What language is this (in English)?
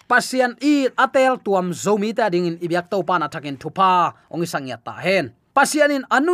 Tedim Chin